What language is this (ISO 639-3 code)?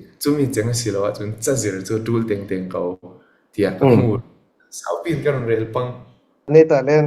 cfm